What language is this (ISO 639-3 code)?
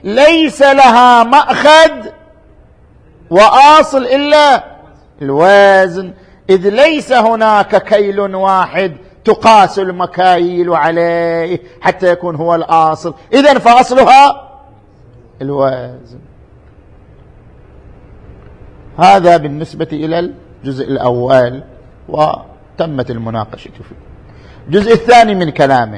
ara